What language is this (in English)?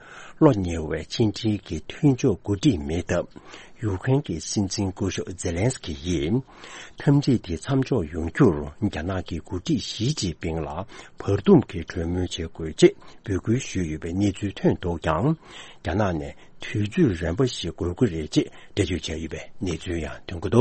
Tibetan